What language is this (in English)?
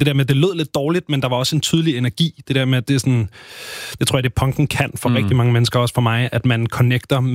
Danish